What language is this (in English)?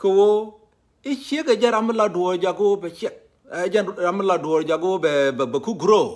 Nuer